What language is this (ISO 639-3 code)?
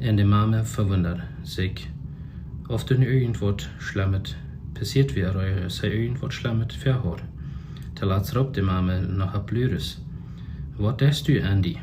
pdt